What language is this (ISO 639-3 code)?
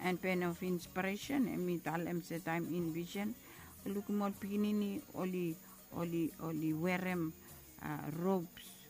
bis